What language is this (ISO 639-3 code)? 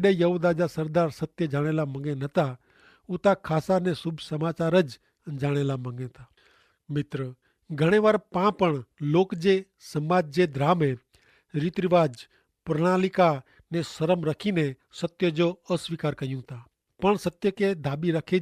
kfr